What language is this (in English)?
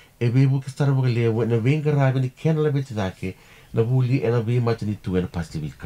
Fijian